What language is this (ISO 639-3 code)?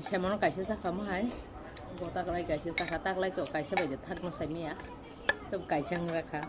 trp